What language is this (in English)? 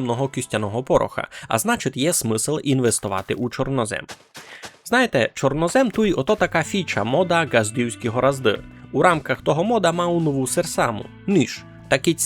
Rusyn